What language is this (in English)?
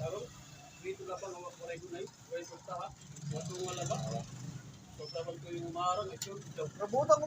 Waray